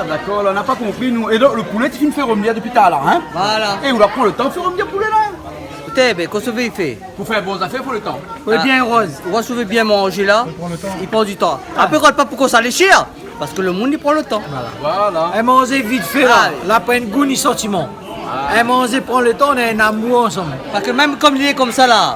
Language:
Réunion Creole French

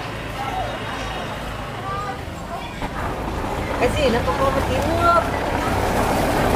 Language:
Vietnamese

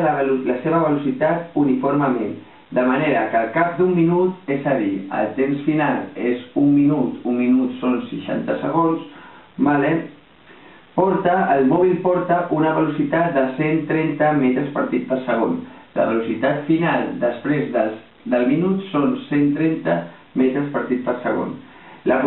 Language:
Catalan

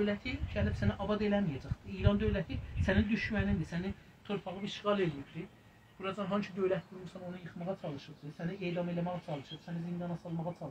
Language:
South Azerbaijani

